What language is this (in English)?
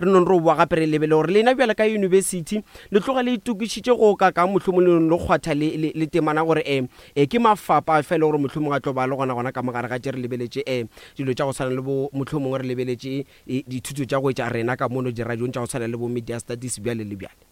Northern Sotho